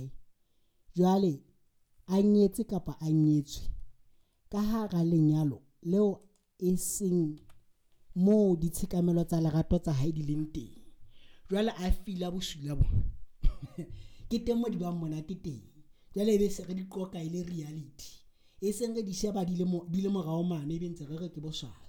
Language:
Southern Sotho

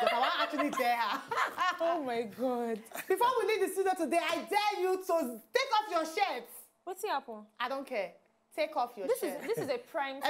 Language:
Nigerian Pidgin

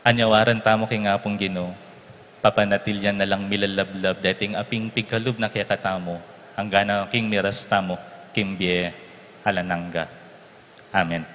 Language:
Pampanga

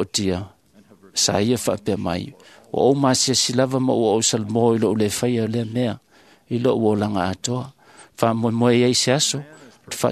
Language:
Samoan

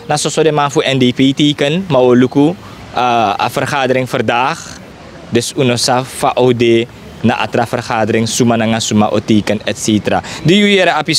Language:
Sranan Tongo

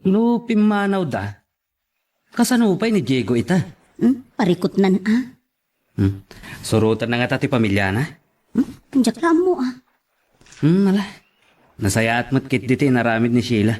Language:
Iloko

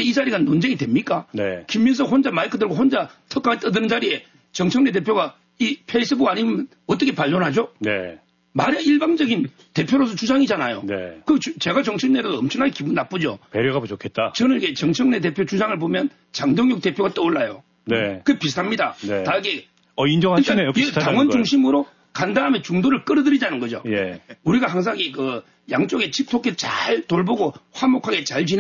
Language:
Korean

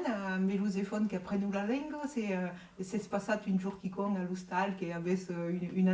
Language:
Occitan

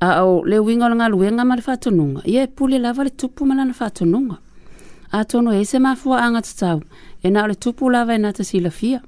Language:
Samoan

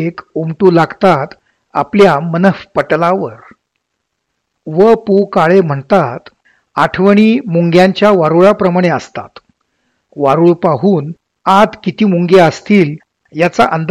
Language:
Marathi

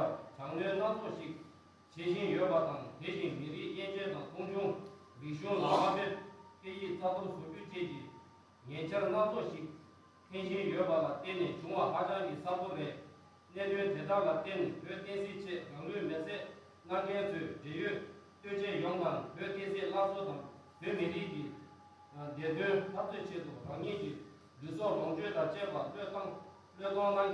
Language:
Tibetan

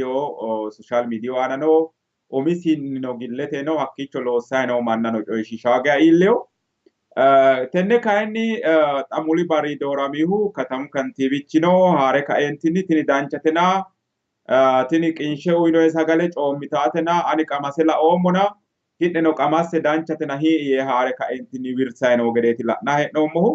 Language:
Sidamo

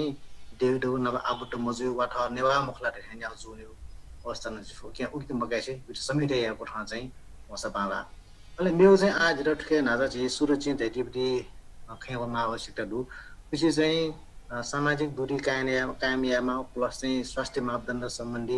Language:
Newari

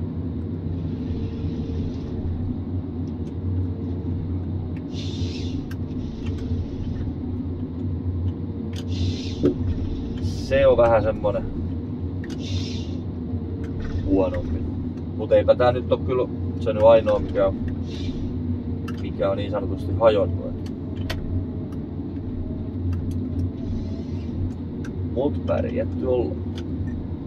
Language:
Finnish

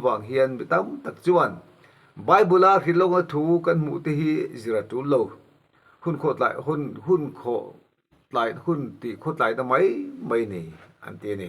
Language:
Mizo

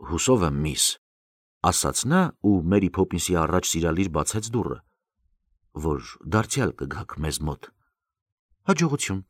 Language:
Armenian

